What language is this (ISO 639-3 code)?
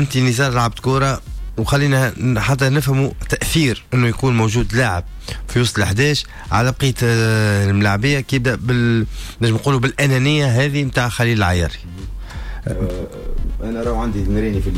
aeb